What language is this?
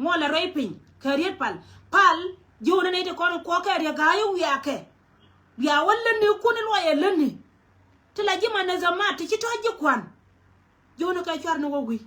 Nuer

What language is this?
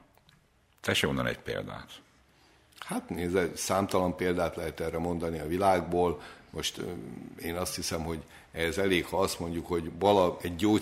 Hungarian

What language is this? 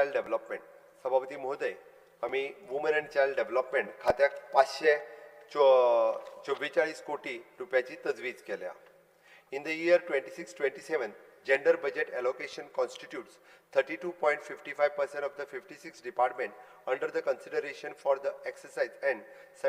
Konkani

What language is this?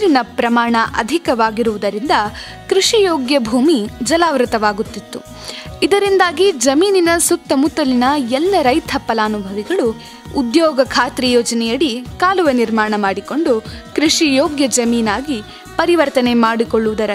Kannada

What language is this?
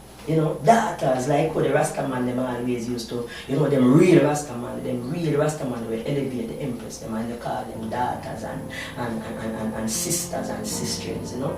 Jamaican Creole English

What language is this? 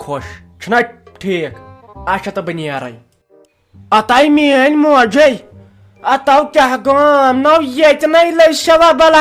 Kashmiri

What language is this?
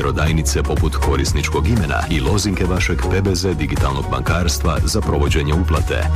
Croatian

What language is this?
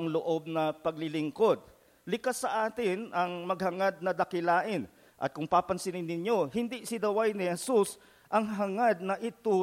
Filipino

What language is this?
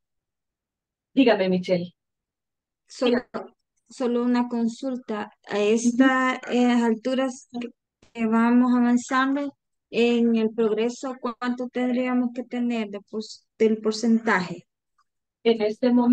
Spanish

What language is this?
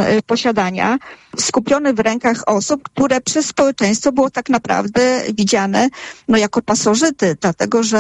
Polish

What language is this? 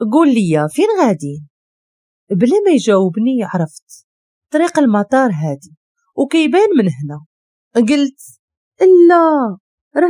Moroccan Arabic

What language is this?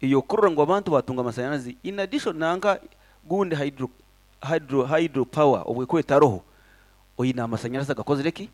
Nyankole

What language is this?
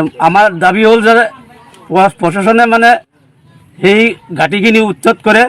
Assamese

